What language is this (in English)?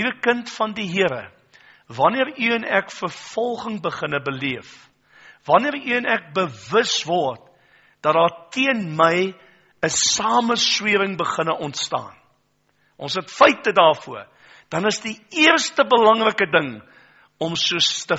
Afrikaans